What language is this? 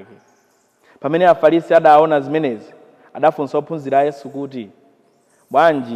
Nyanja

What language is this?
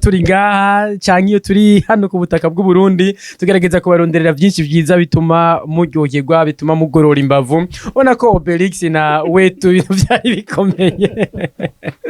Rundi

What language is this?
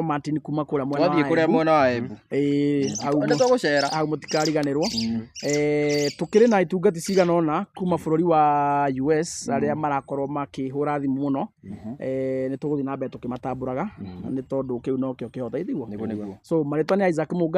Kikuyu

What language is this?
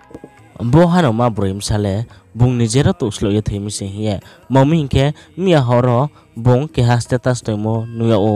Riang (India)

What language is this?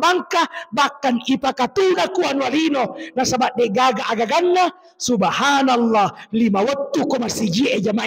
Buginese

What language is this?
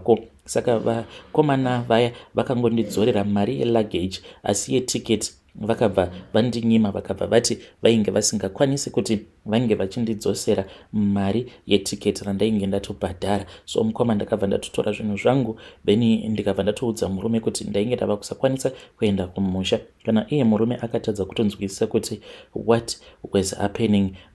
Shona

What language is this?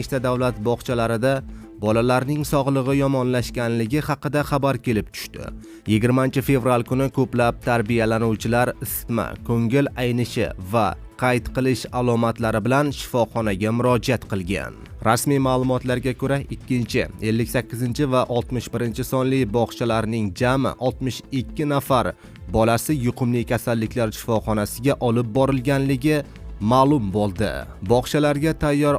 Uzbek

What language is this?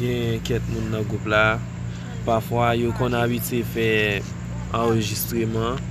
Haitian Creole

